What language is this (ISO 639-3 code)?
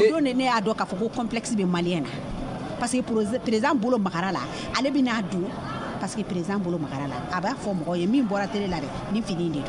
bam